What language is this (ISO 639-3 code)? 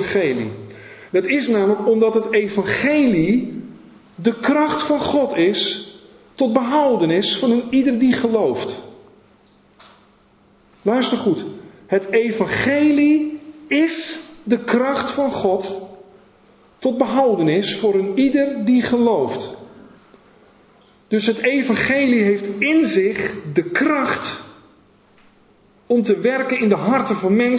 nld